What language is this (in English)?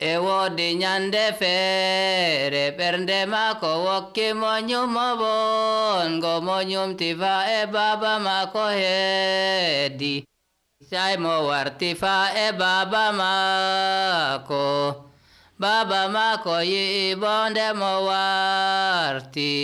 Nigerian Fulfulde